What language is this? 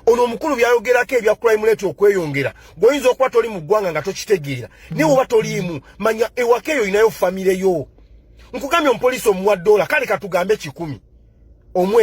Ganda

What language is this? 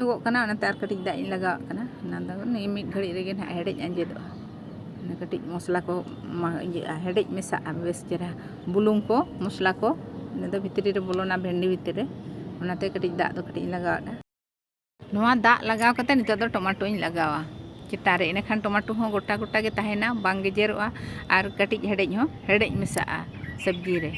Santali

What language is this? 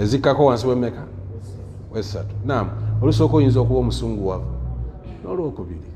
Ganda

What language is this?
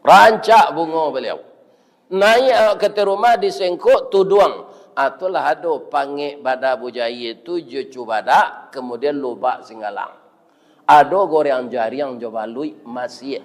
Minangkabau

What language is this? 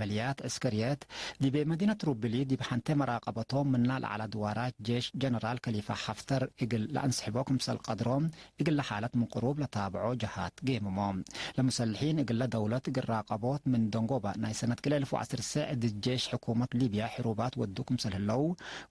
Tigre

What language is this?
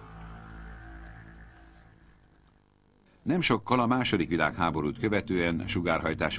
Hungarian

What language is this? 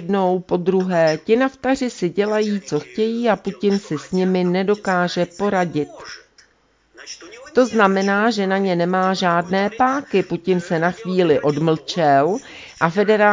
Czech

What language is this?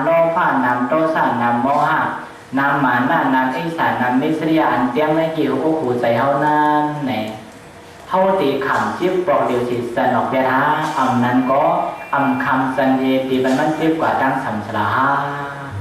Shan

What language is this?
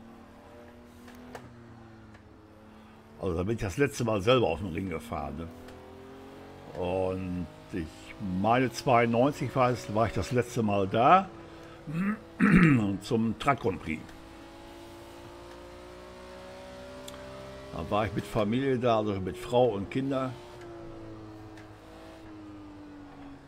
German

